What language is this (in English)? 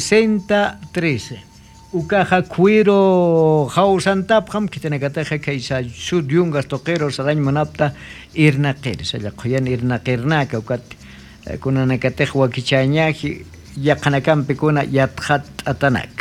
Aymara